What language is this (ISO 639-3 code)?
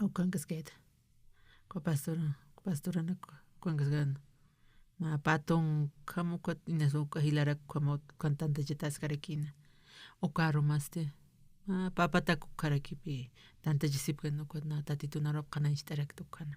aym